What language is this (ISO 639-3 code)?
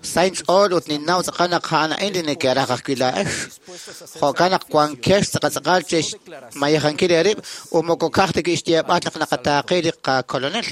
kek